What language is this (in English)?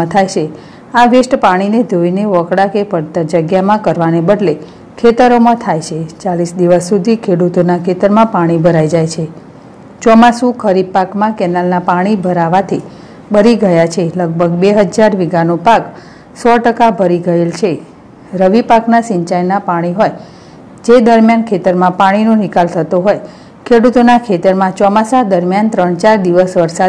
Gujarati